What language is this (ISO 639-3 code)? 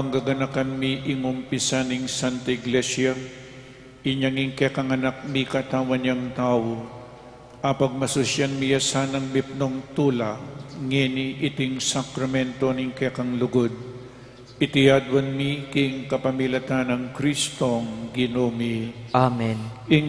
pam